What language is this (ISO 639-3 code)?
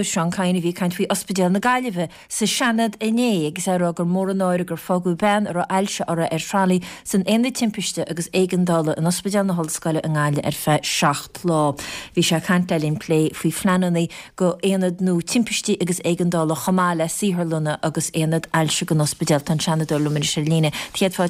gle